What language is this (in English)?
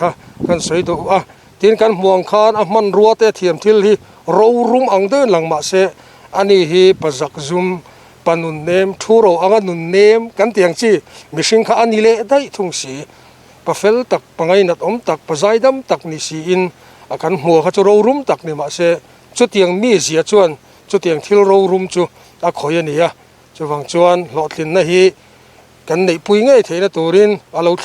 Mizo